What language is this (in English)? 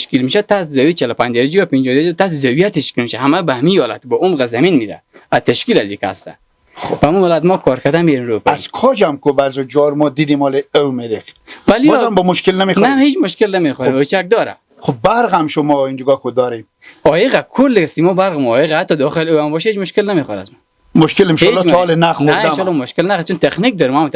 Persian